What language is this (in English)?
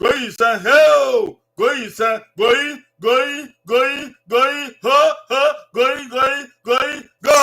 Bini